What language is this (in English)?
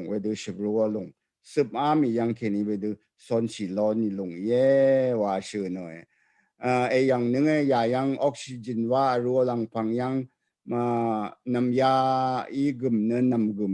Rawang